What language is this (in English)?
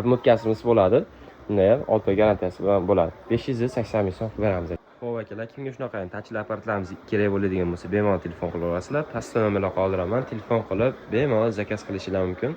Uzbek